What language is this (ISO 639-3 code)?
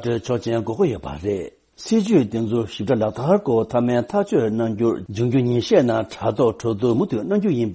bod